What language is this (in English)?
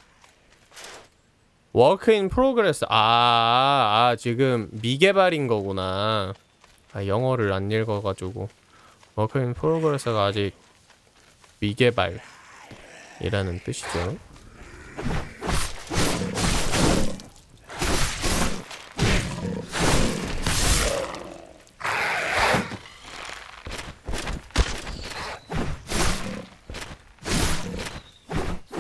Korean